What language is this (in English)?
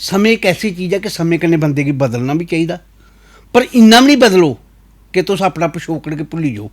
Dogri